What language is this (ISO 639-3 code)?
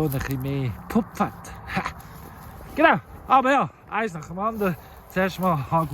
gsw